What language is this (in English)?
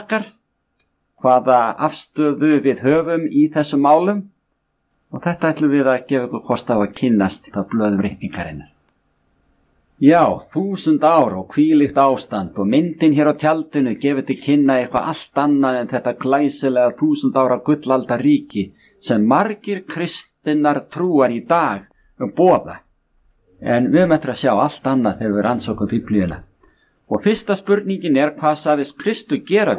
Icelandic